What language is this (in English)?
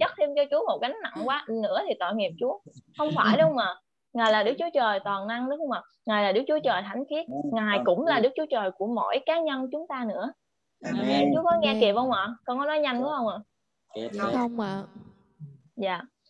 Vietnamese